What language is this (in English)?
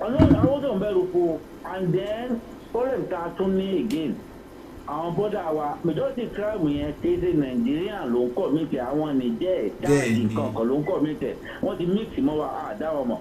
Yoruba